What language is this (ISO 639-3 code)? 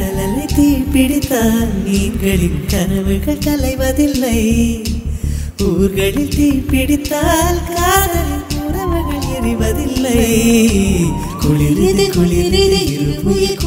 tam